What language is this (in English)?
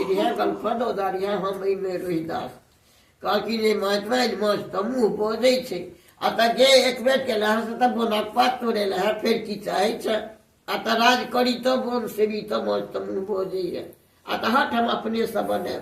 Maithili